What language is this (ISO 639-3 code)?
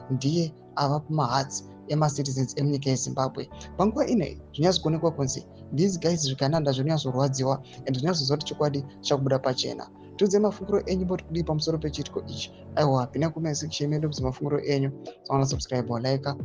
sna